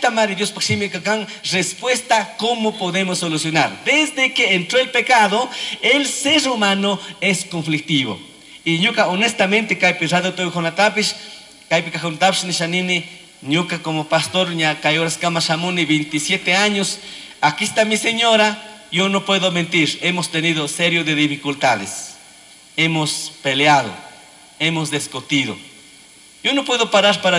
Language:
Chimborazo Highland Quichua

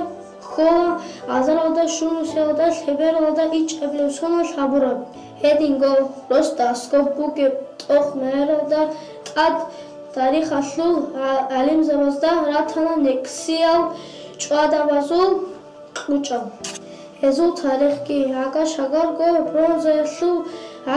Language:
Avaric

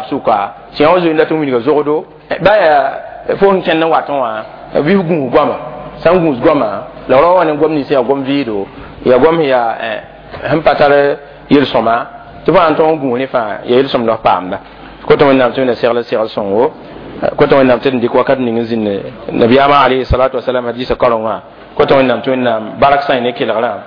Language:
Mossi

